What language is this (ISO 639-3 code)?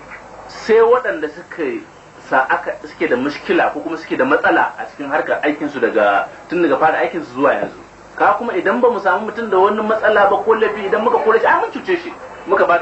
hau